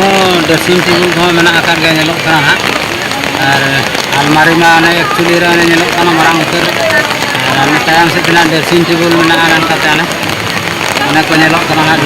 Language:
Santali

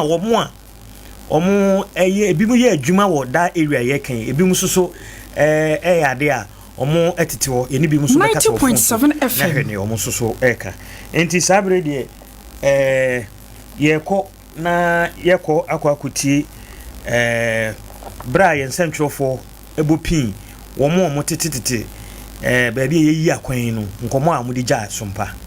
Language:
Akan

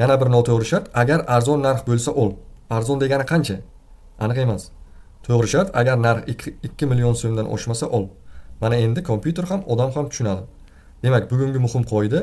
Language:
Uzbek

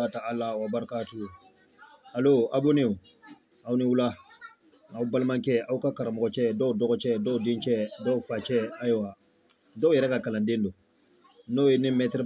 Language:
Bambara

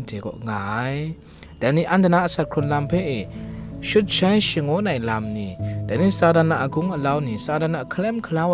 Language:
Kachin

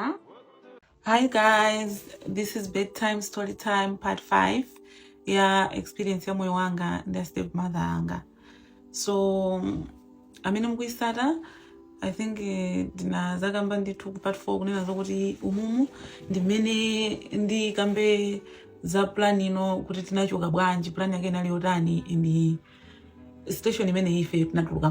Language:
Nyanja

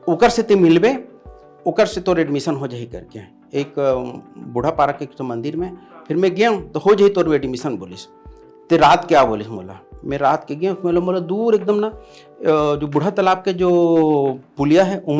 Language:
Chhattisgarhi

